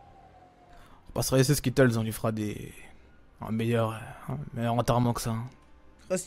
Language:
French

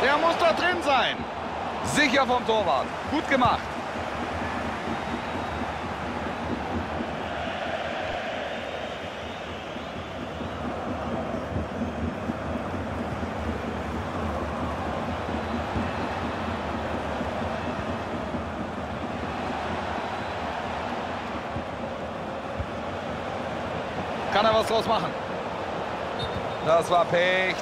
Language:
German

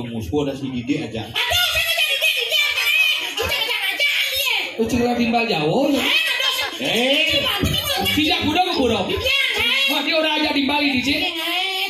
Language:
Balinese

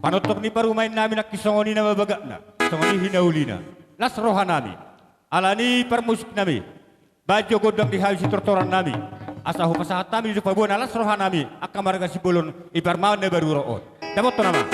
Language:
Batak Toba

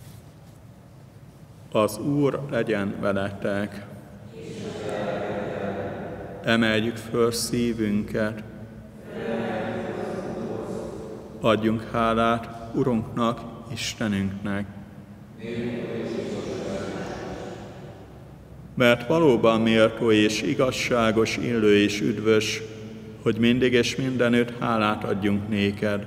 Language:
Hungarian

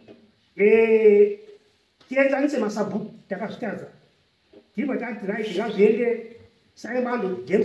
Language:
Shona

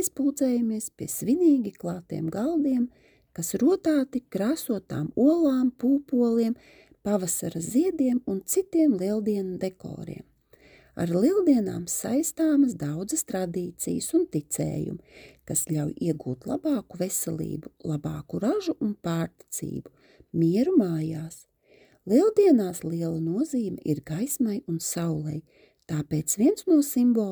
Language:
Latvian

